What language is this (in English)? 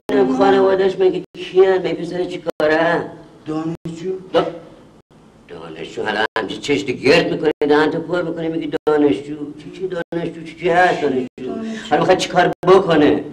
Persian